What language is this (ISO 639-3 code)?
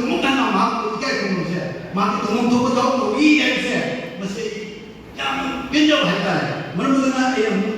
mni